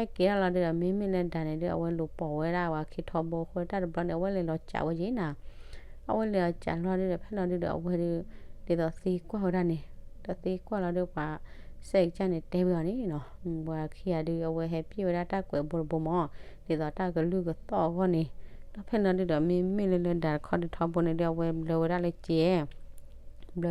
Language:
S'gaw Karen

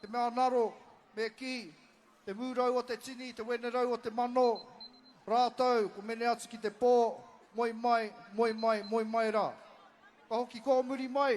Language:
Māori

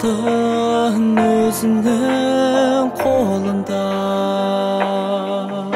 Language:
Kazakh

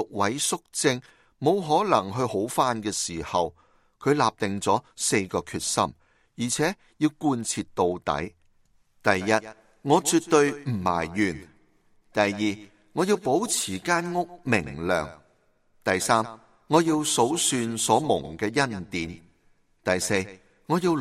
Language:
Cantonese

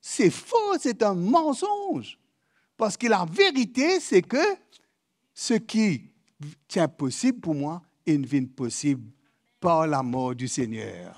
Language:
Morisyen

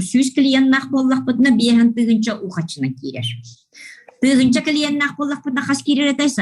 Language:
Yakut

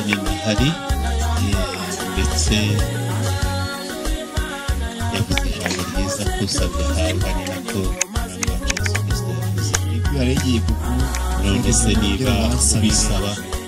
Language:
Kinyarwanda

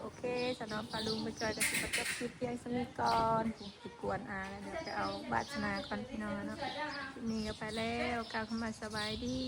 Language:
Northeastern Thai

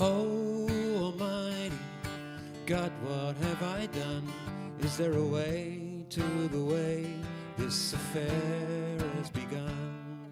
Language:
Western Frisian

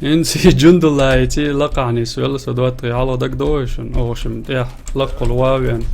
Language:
Chechen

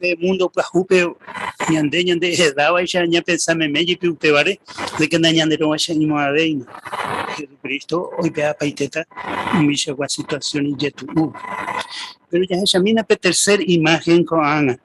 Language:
Guarani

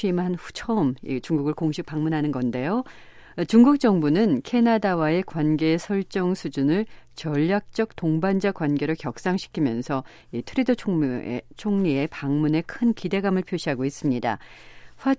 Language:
Korean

